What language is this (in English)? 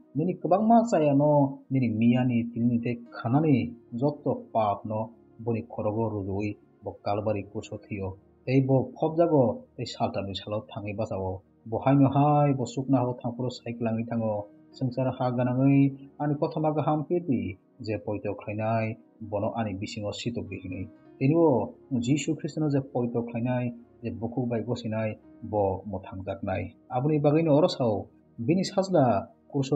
Kok Borok